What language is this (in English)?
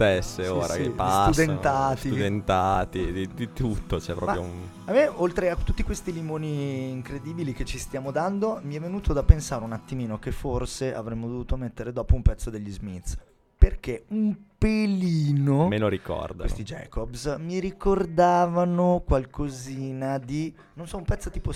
Italian